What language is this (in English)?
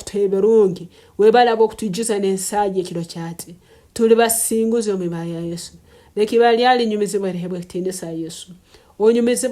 Tooro